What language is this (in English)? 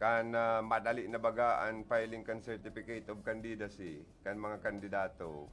Bikol